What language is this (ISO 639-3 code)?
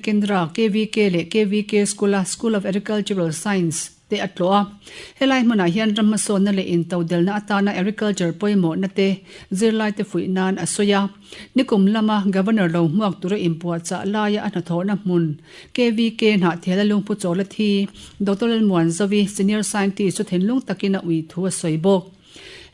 lus